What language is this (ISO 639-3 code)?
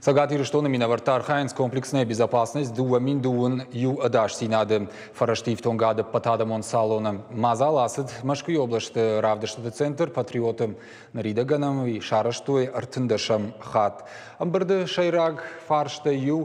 oss